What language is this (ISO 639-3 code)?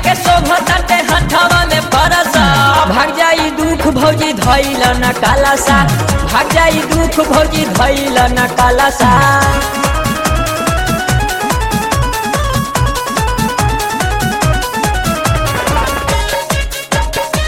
bho